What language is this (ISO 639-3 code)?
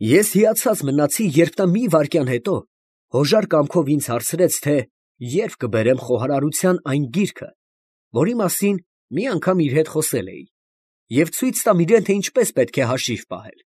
hye